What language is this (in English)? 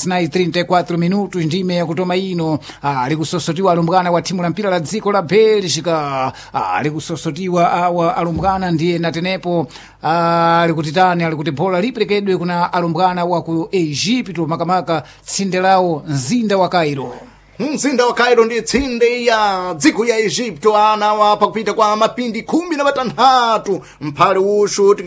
Sena